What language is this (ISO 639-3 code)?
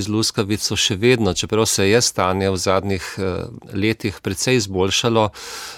slv